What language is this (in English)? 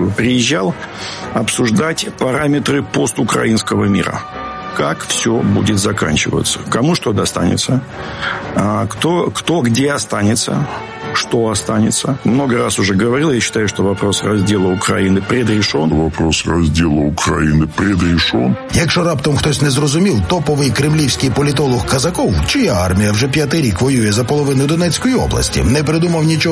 Ukrainian